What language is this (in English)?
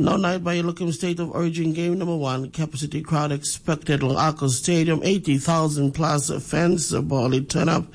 Tok Pisin